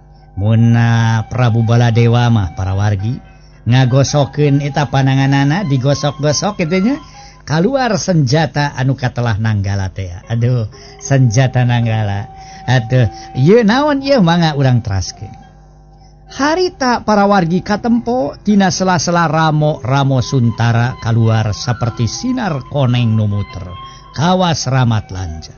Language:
Sundanese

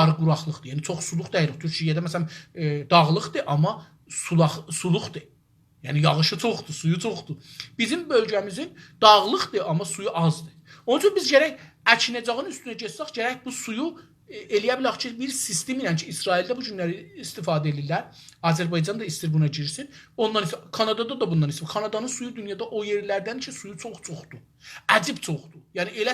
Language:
South Azerbaijani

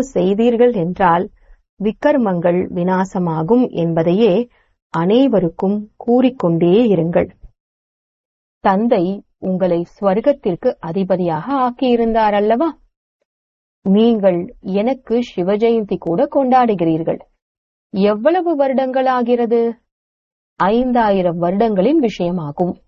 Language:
Tamil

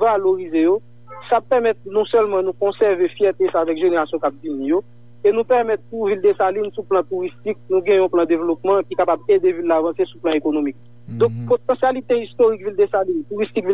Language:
Haitian Creole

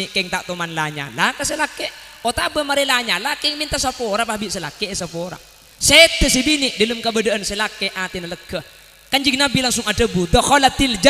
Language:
Madurese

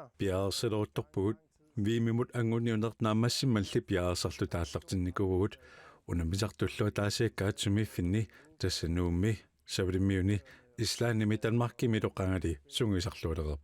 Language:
Kalaallisut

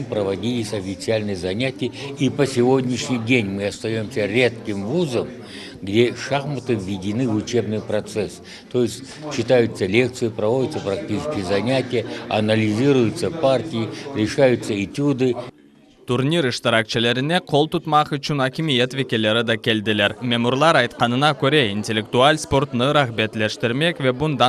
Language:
Crimean Tatar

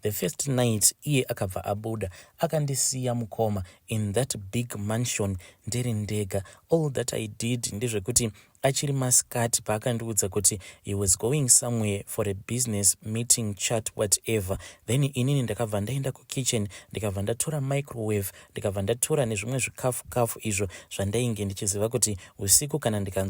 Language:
Shona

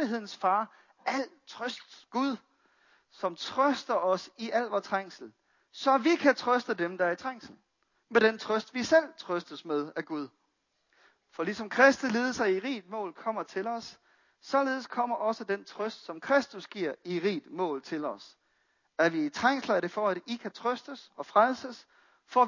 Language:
Danish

